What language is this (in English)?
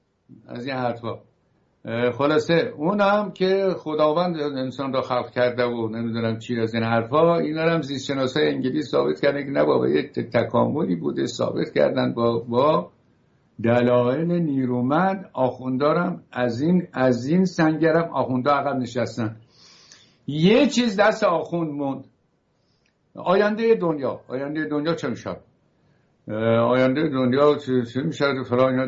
Persian